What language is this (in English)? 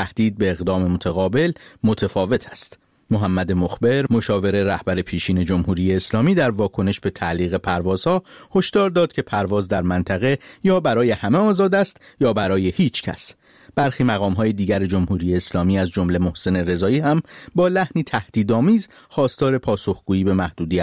Persian